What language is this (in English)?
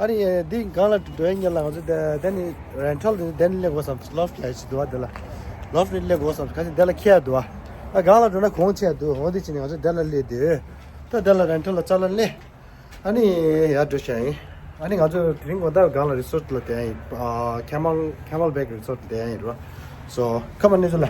Tibetan